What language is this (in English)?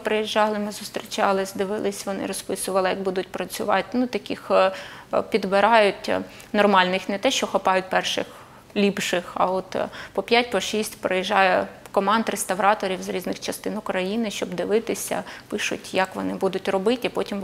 Ukrainian